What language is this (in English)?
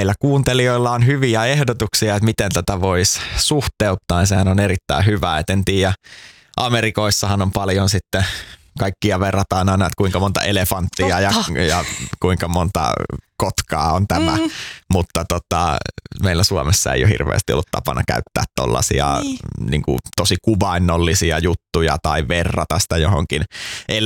Finnish